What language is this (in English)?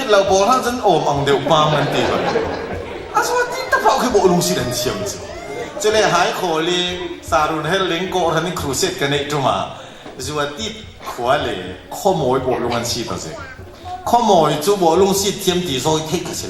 Falam Chin